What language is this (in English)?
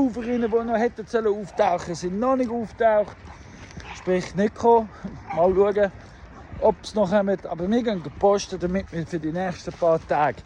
Swiss German